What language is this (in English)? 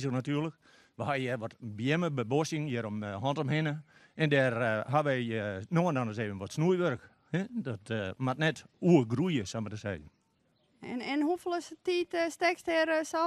Western Frisian